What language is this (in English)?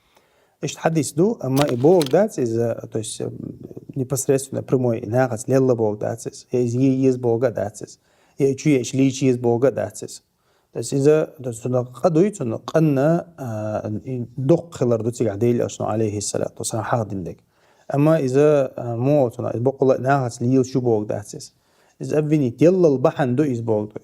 Chechen